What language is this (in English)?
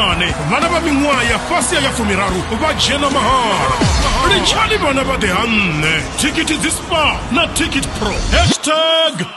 Venda